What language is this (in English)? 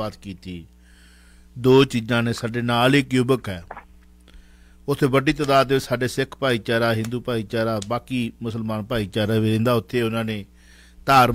Punjabi